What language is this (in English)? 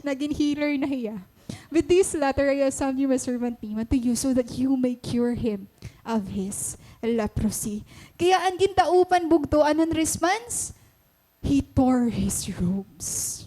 Waray